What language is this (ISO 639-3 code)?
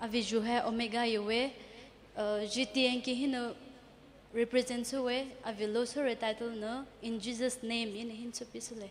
pmx